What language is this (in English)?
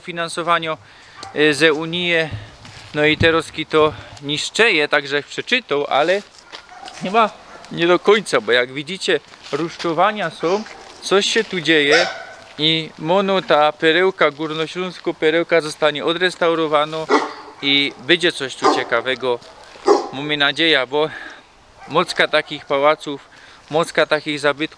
Silesian